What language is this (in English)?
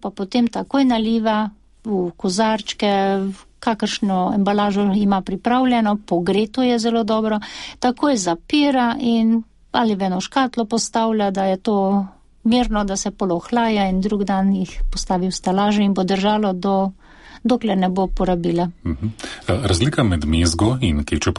Slovenian